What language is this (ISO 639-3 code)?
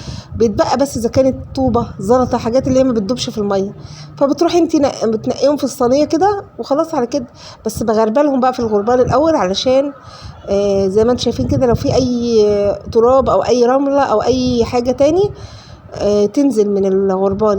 arz